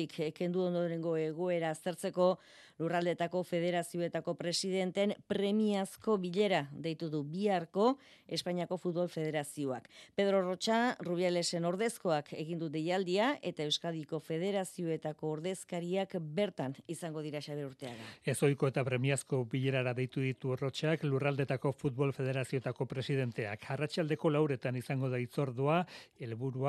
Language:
Basque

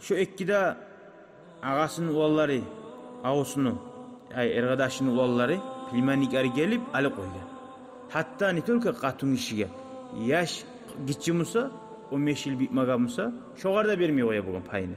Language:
Kumyk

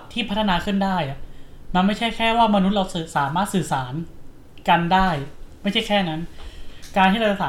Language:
Thai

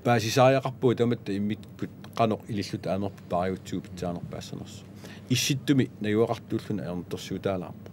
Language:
Kalaallisut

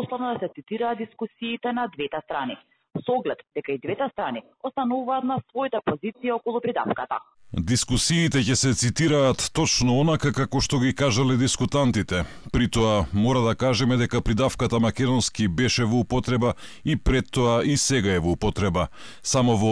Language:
Macedonian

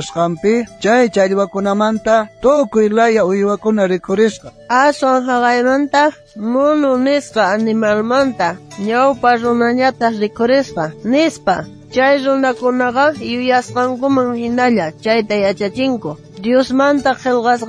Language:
South Bolivian Quechua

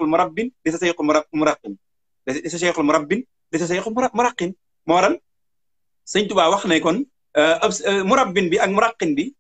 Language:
Wolof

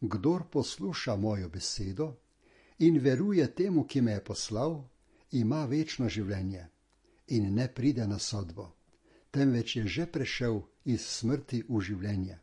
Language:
Slovenian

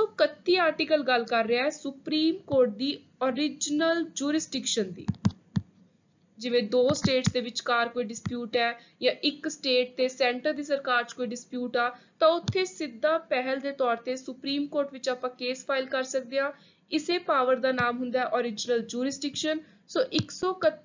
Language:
Punjabi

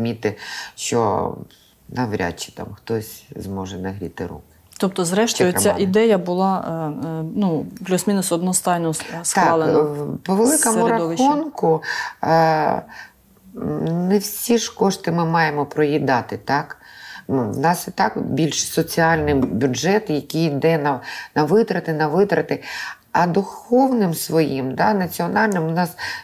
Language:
Ukrainian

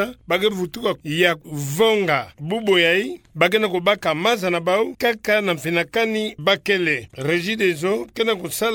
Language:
Kituba (Democratic Republic of Congo)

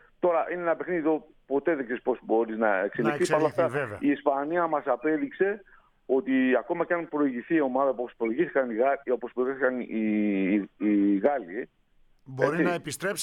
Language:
Greek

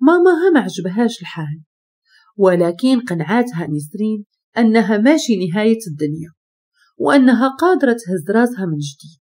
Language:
Moroccan Arabic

